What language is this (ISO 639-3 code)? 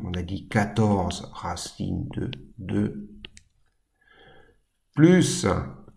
fra